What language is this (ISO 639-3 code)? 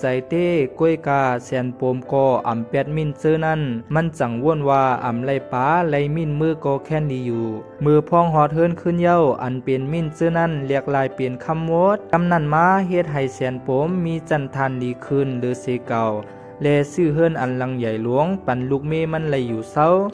shn